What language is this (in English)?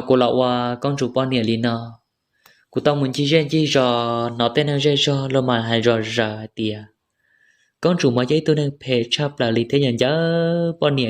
Hmong